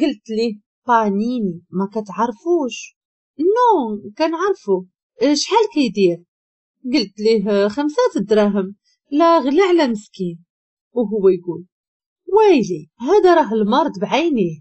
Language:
Moroccan Arabic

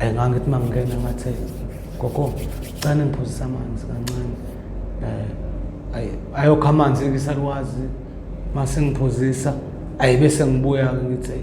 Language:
Zulu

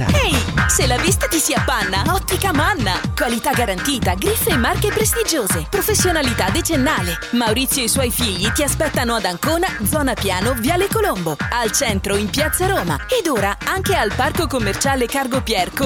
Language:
Italian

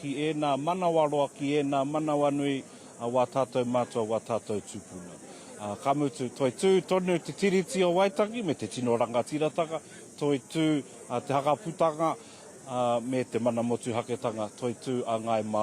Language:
Māori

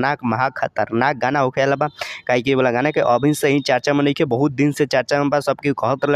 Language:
Bhojpuri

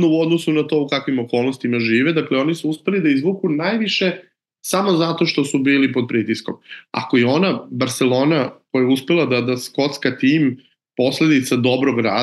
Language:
Serbian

